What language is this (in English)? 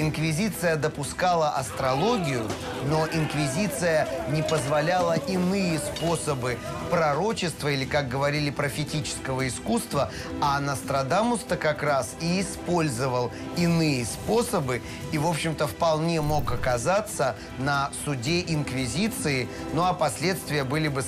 Russian